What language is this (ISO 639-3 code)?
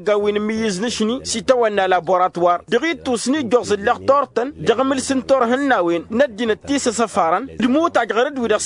taq